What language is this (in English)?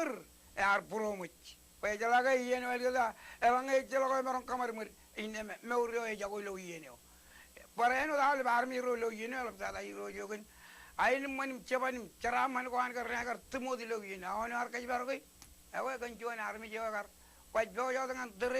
Marshallese